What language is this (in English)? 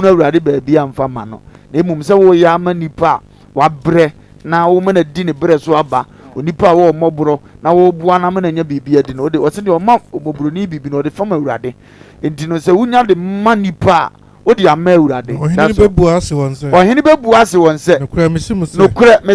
Akan